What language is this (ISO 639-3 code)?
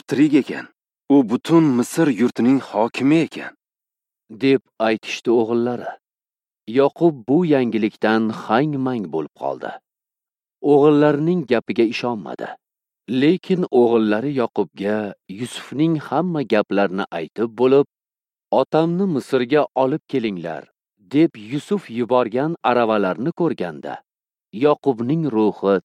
uzb